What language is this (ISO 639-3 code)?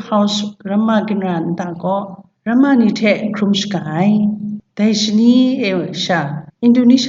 kac